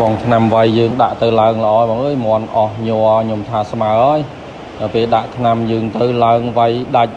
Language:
Khmer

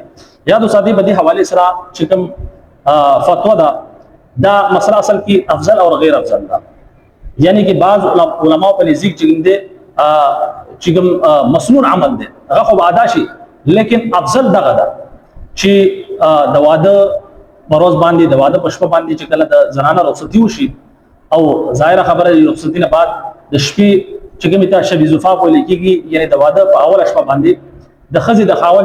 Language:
Pashto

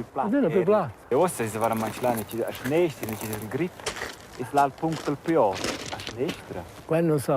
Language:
Romansh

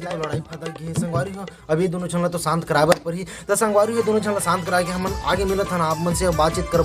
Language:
Chhattisgarhi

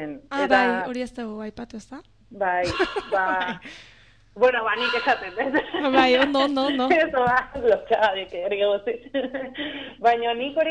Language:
Basque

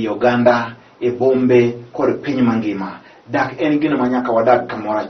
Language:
Luo (Kenya and Tanzania)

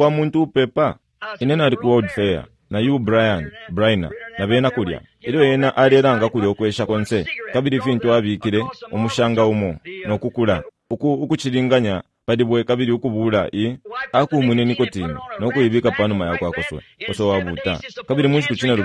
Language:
Bemba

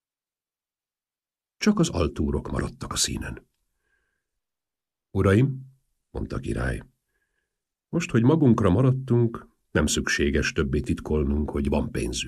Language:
Hungarian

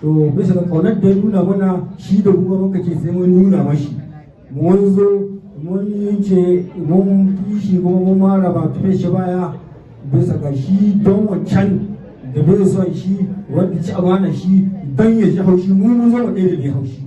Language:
Hausa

